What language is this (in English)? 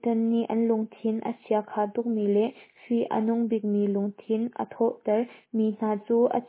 Hakha Chin